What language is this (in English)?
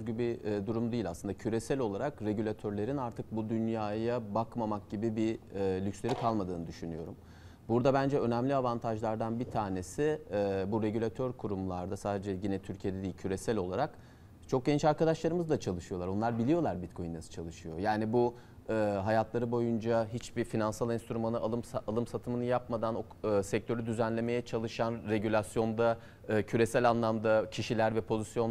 Turkish